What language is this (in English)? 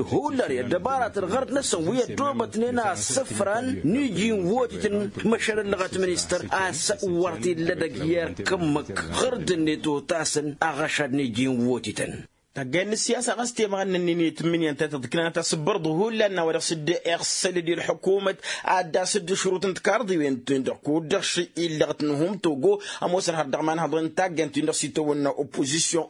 Tamasheq